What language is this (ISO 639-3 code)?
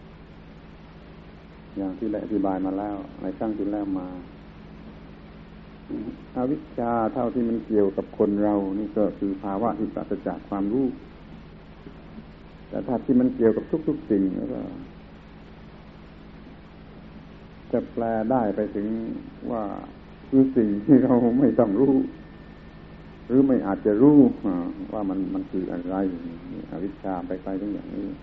tha